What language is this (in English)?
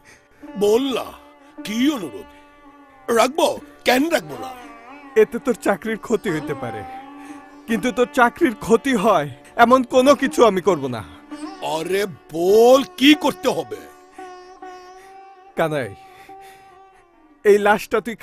Bangla